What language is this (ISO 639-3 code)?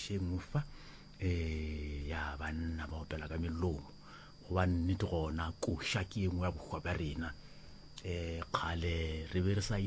nso